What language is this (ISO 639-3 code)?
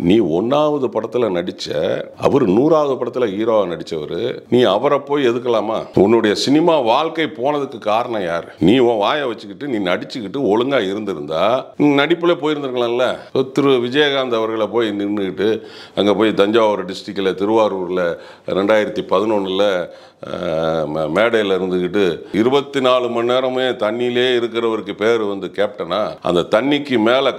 tam